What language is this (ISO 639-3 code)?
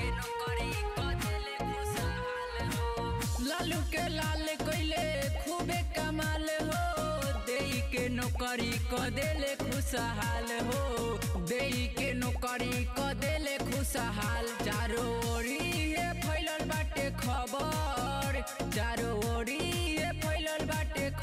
bho